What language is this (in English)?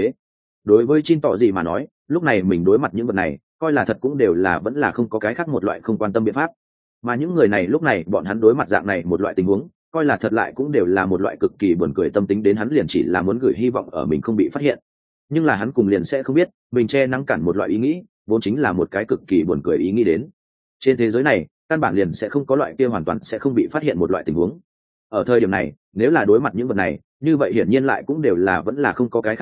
Vietnamese